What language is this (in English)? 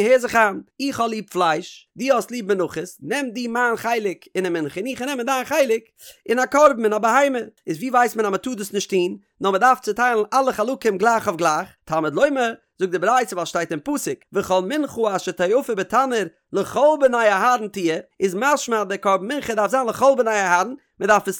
Yiddish